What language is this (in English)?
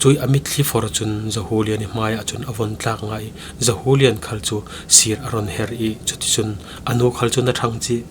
Falam Chin